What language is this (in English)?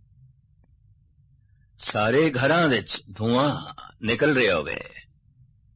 Punjabi